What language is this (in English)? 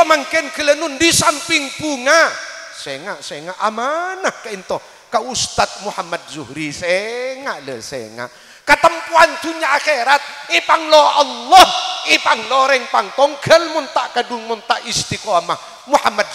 Madurese